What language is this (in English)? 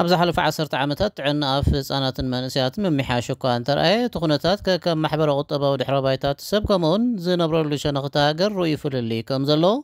Tigrinya